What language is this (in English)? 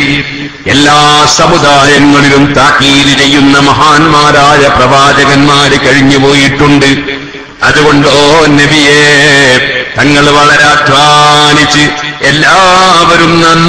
Malayalam